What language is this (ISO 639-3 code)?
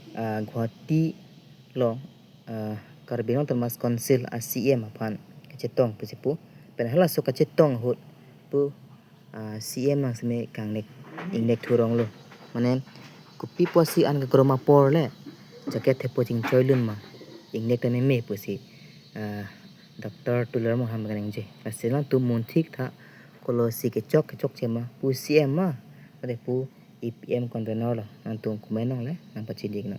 mjw